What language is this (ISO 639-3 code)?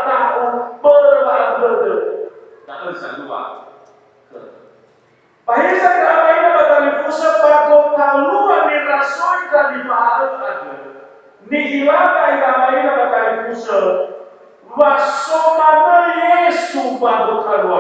nia